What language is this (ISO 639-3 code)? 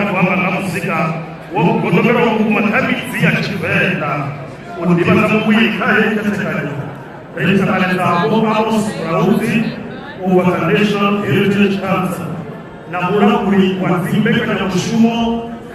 ven